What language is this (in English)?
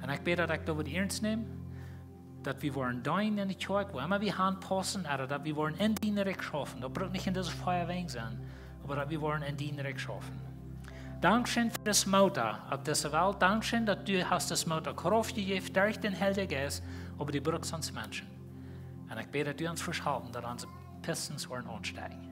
Plautdietsch